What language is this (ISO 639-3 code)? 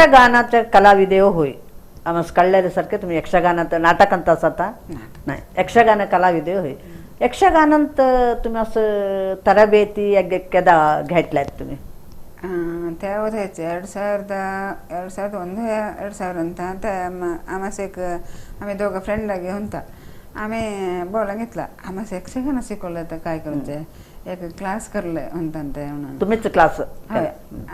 kok